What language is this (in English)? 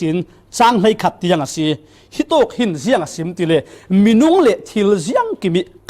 Falam Chin